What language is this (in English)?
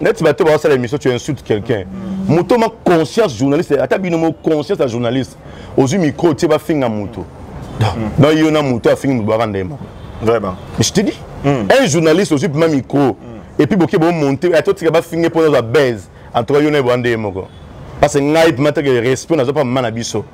Lingala